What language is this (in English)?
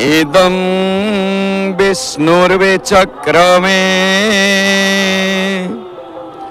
Odia